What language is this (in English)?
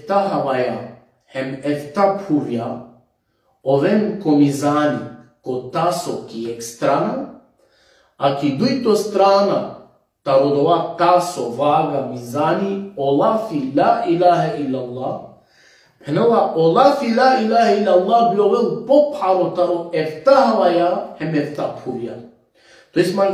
Balkan Romani